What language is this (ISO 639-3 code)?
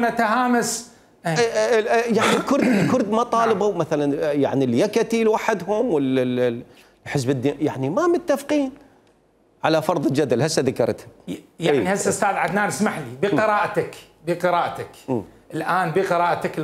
acm